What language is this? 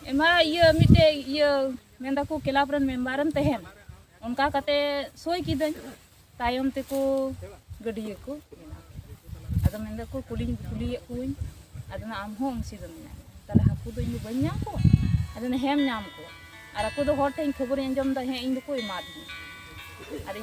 Santali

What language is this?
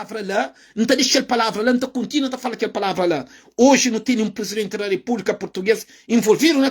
Kabuverdianu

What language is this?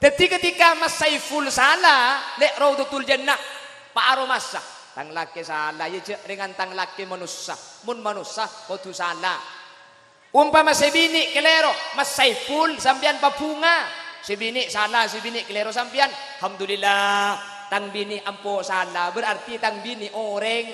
Madurese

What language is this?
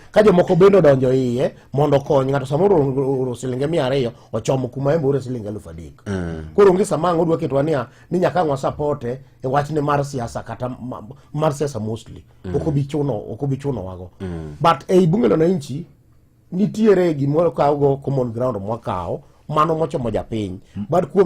Luo (Kenya and Tanzania)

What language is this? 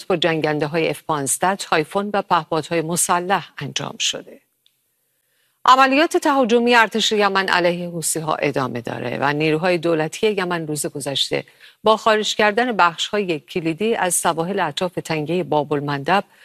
Persian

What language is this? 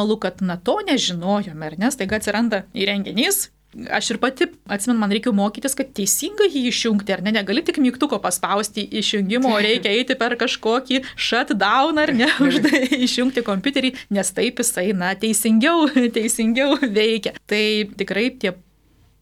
Lithuanian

